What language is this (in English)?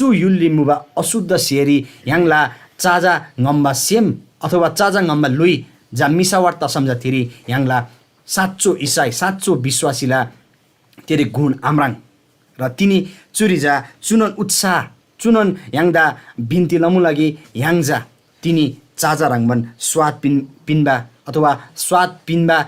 Eastern Tamang